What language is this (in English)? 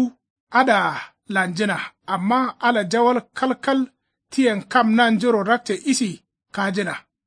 Kanuri